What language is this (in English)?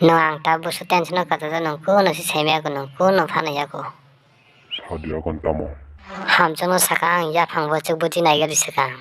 Kok Borok